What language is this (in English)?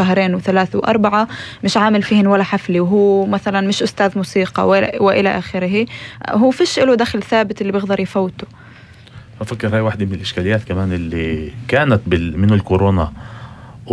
North Levantine Arabic